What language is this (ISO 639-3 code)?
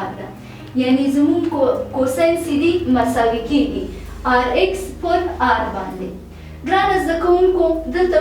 pus